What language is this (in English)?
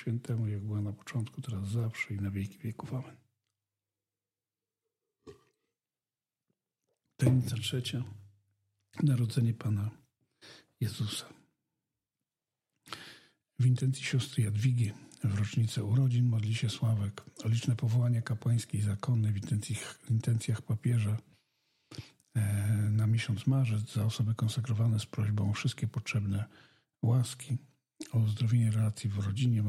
Polish